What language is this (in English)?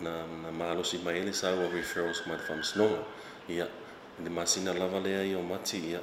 Samoan